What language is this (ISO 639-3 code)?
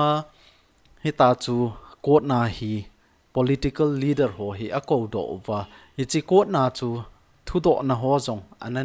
tcz